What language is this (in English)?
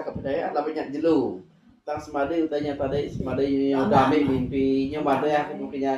Iban